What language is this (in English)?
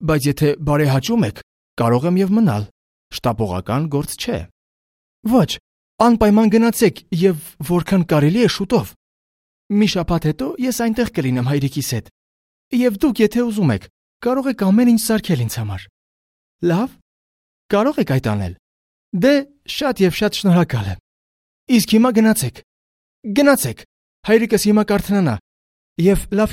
Armenian